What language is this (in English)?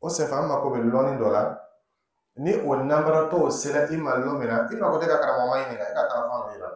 Dyula